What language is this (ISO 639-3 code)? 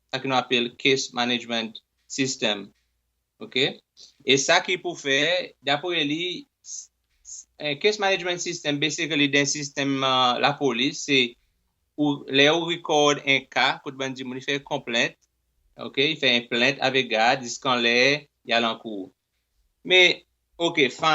crs